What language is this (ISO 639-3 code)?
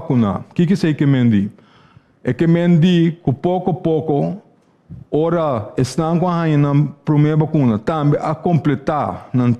pap